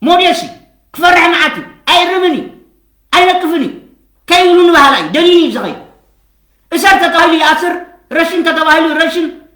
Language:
Tigrinya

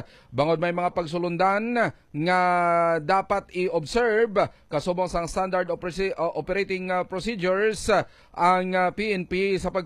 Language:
Hiligaynon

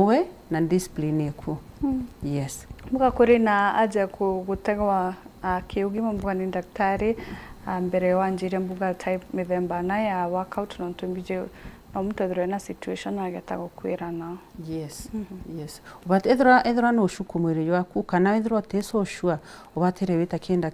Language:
Meru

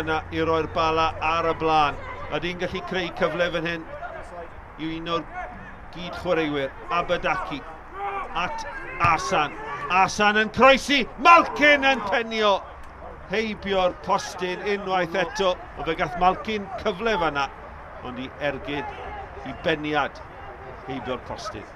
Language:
Welsh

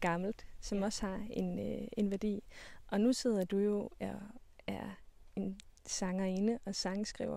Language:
Danish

